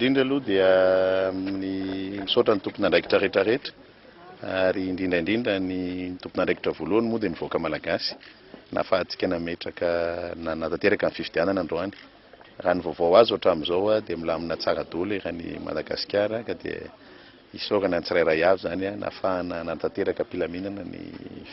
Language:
Malagasy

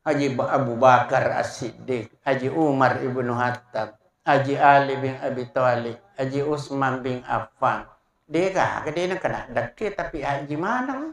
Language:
Buginese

